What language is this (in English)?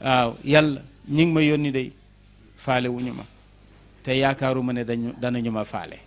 Wolof